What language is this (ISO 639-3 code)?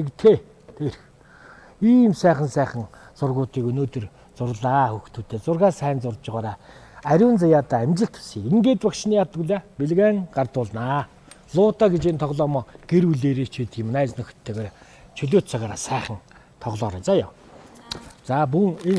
mon